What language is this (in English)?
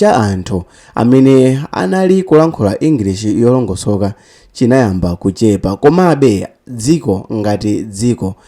Nyanja